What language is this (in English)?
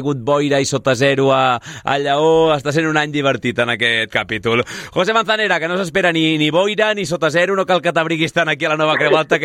Catalan